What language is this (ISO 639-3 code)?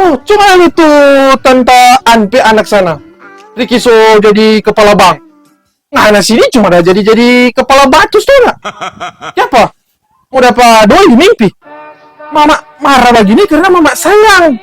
xmm